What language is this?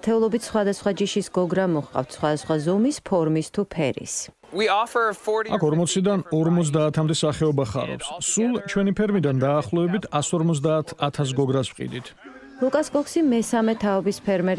Georgian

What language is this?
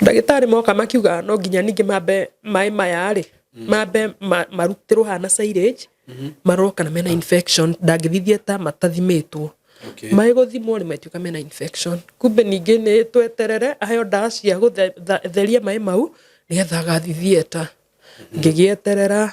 Kikuyu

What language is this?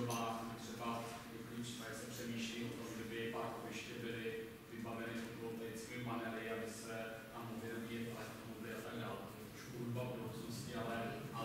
Czech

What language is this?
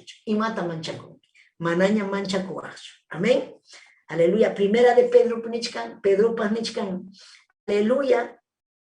Ayacucho Quechua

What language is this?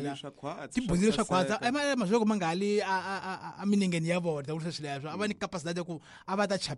Tsonga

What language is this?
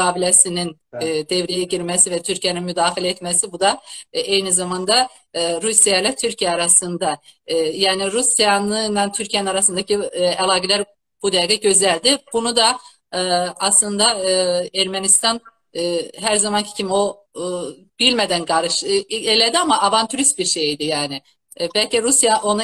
South Azerbaijani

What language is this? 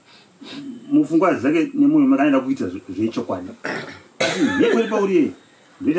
Shona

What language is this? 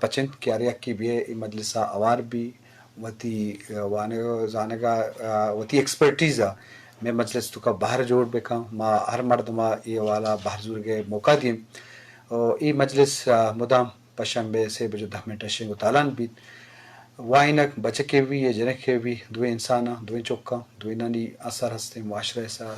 Eastern Balochi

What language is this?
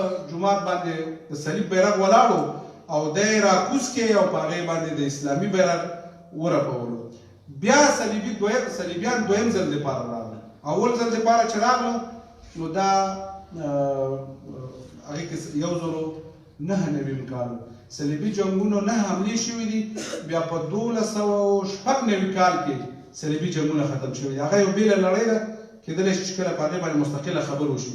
Pashto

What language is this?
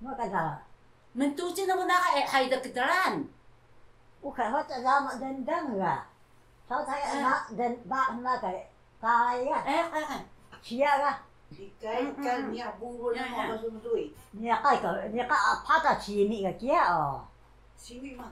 Taroko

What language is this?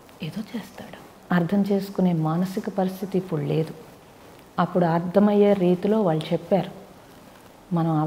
Telugu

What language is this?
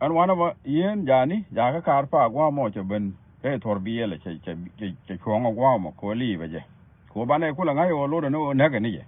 Nuer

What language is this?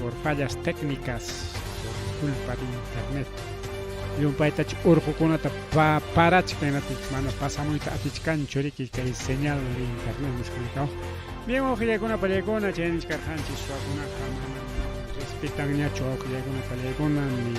Ayacucho Quechua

